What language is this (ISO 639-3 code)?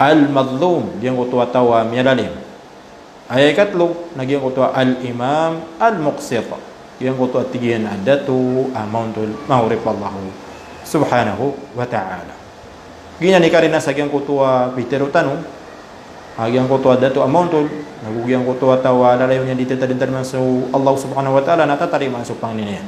mrw